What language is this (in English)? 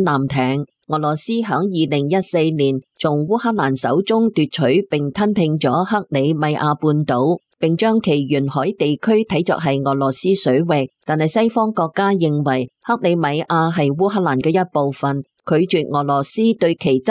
Cantonese